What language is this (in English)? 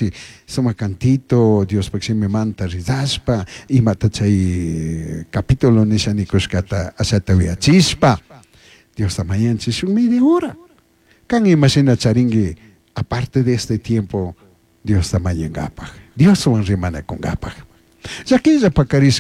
Chimborazo Highland Quichua